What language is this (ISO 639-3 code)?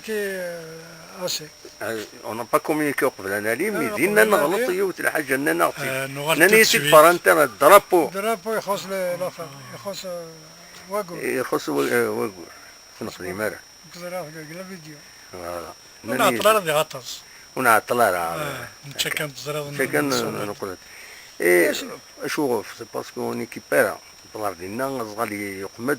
kab